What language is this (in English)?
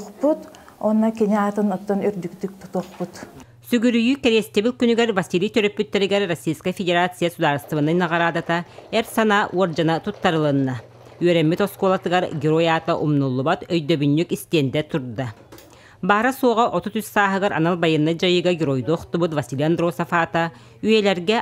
Yakut